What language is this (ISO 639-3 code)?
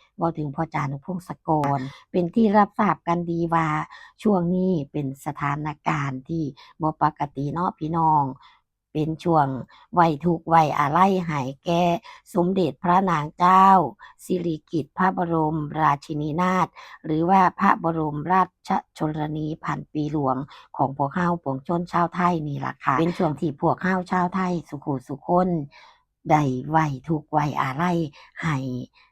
tts